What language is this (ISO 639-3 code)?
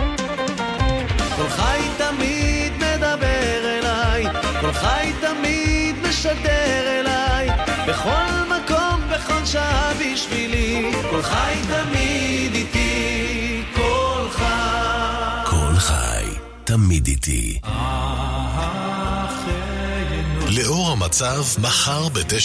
heb